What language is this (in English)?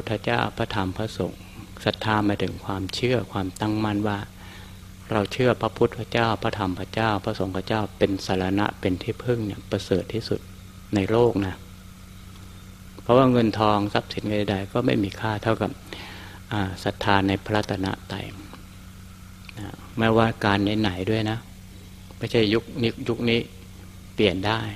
Thai